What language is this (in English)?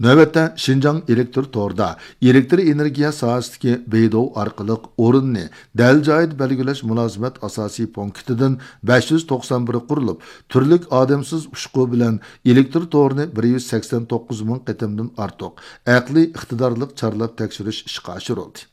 Uyghur